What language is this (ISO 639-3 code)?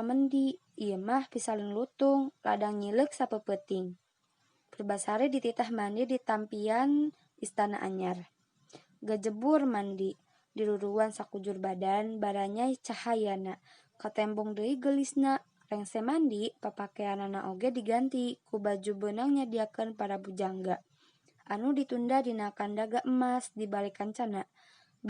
sun